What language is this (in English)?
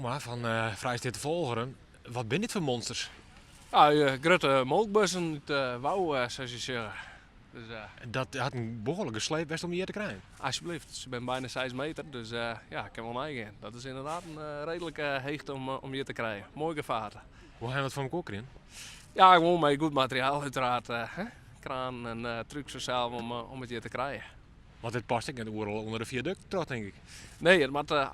Western Frisian